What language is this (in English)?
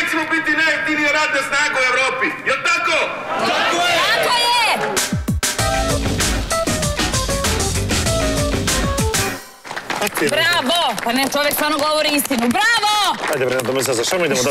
Serbian